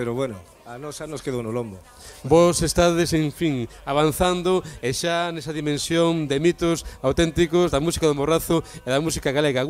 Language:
Galician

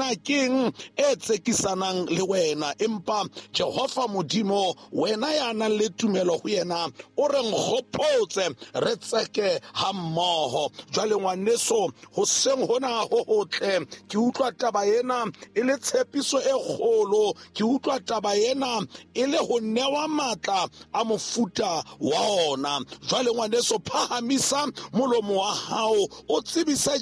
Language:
Southern Sotho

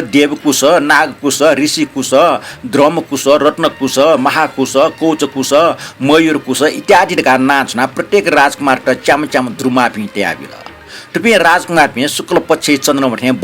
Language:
Newari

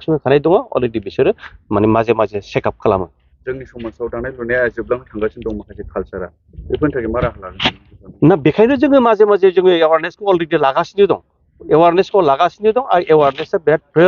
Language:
Bodo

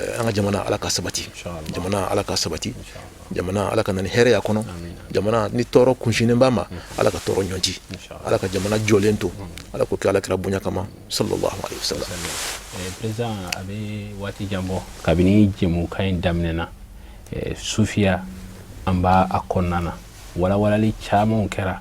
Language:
Bambara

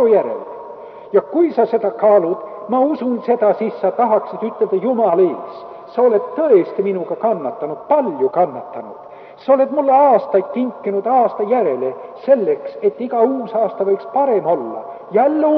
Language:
Estonian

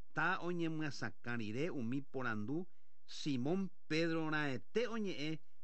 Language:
Guarani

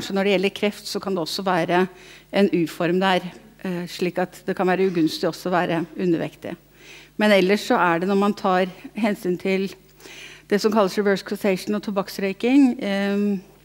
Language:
Norwegian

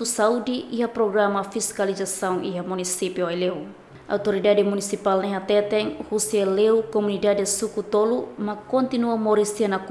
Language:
Tetum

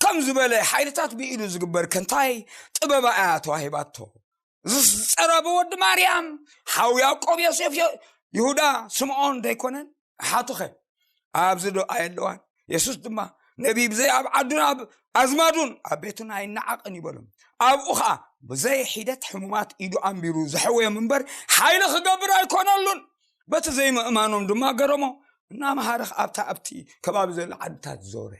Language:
Tigrinya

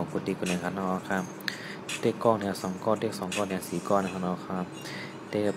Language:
Shan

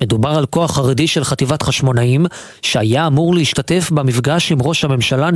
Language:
Hebrew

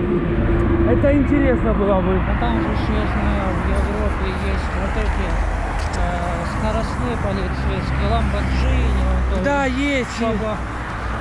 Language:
Russian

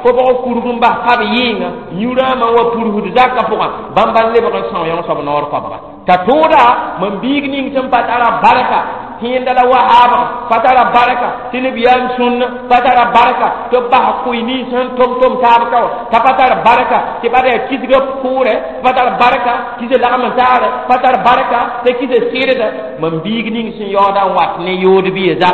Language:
Mossi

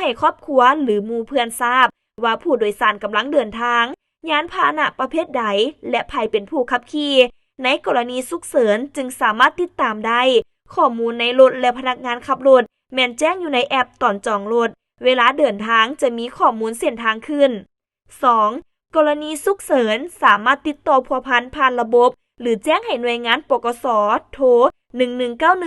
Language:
Lao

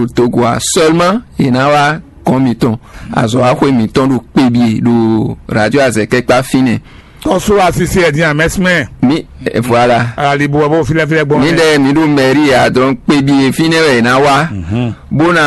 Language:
Fon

